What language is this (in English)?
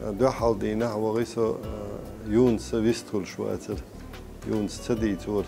Chechen